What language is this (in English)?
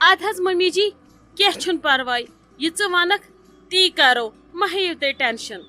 Kashmiri